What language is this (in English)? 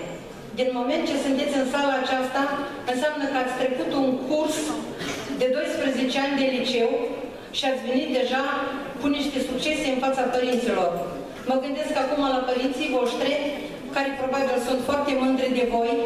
Romanian